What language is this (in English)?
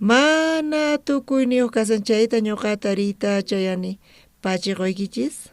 South Bolivian Quechua